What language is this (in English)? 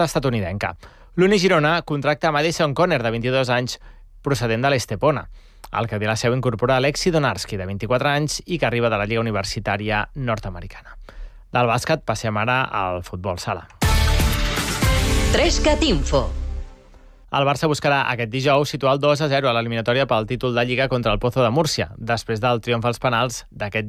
Catalan